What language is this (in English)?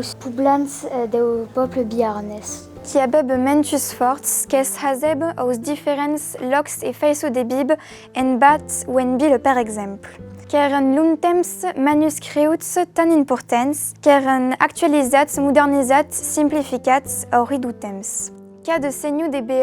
Occitan